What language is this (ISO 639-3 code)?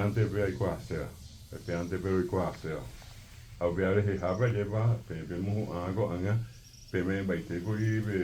grn